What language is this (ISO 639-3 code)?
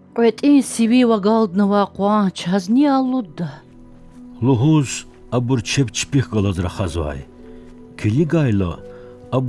lez